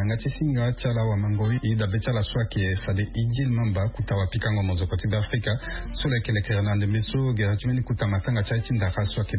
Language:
Sango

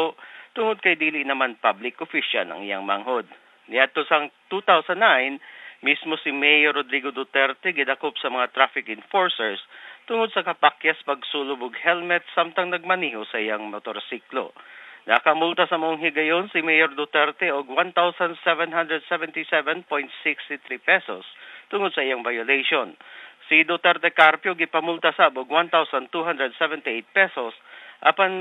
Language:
Cebuano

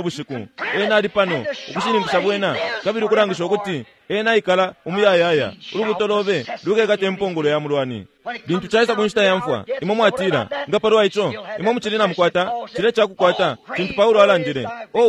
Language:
Bemba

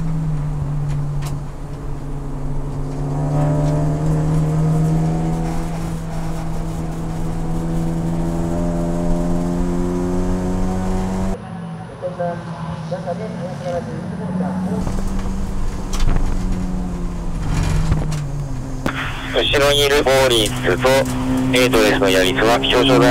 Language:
Japanese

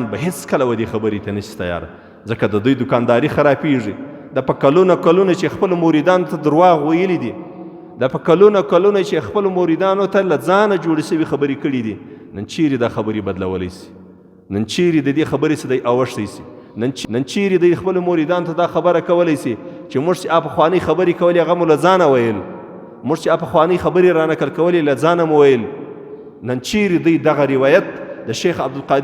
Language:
Pashto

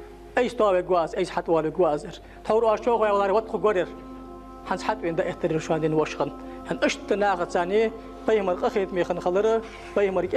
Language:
Ingush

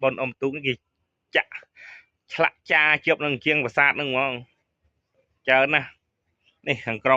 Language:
Khmer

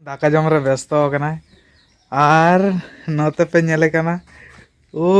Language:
Santali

